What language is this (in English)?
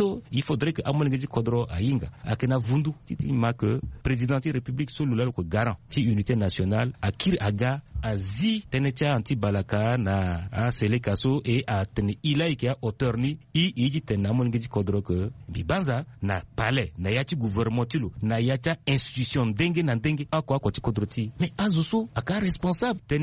Sango